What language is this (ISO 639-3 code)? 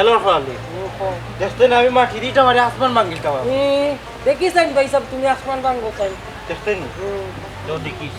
syl